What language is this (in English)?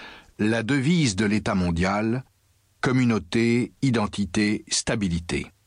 French